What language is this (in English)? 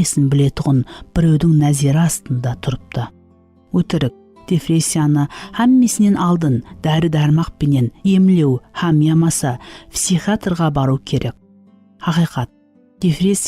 Kara-Kalpak